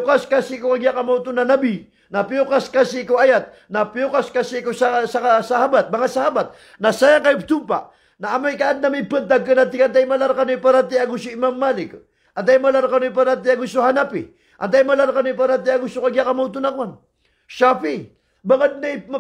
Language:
Maranao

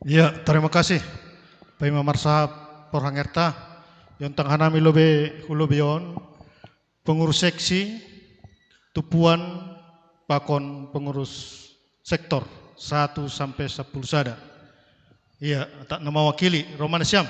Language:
Batak Simalungun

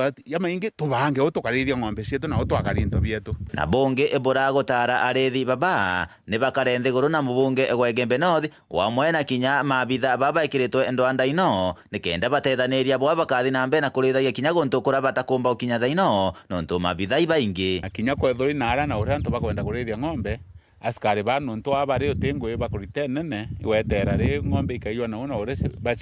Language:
Meru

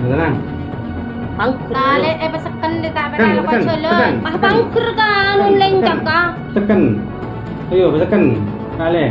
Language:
Madurese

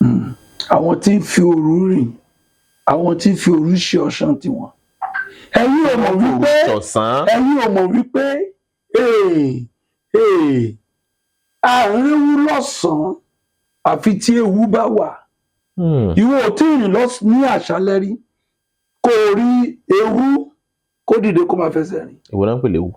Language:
Yoruba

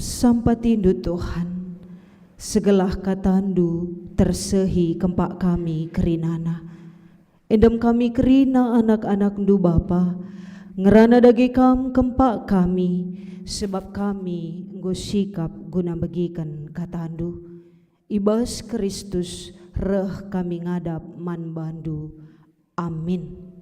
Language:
Batak Karo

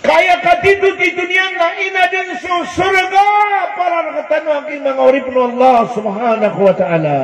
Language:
Maranao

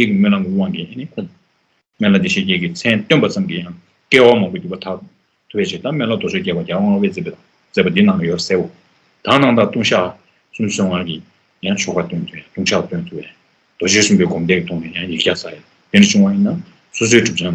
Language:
Tibetan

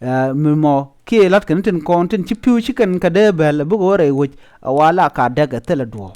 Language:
Nuer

